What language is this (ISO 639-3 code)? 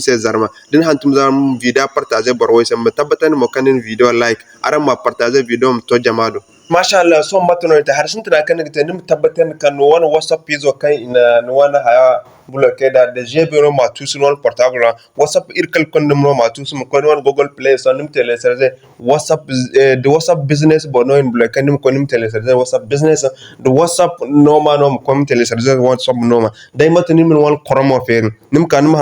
dje